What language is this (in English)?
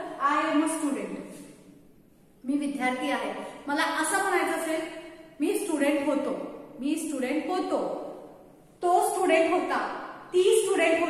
Marathi